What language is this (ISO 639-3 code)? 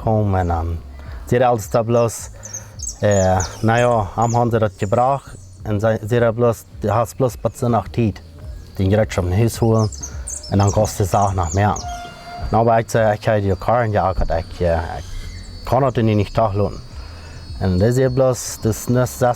pdt